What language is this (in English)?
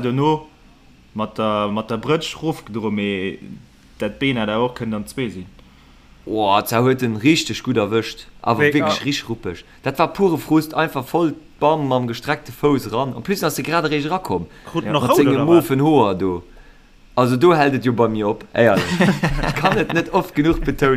Luxembourgish